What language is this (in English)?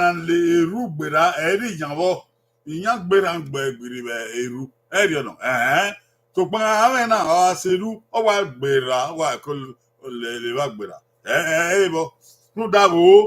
Bini